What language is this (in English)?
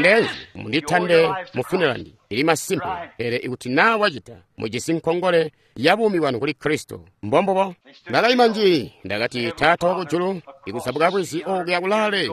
Tonga (Zambia)